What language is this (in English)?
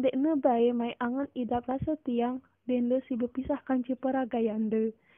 Sasak